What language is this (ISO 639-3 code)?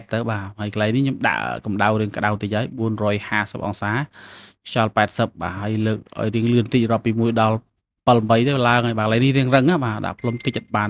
khm